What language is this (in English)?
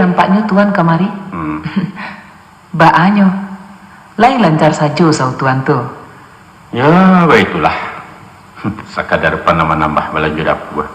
Minangkabau